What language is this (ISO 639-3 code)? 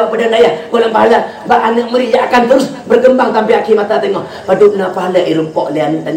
ace